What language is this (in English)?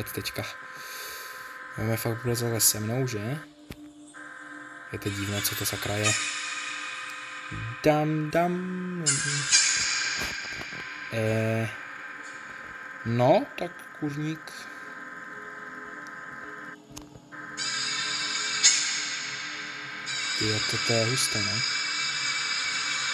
Czech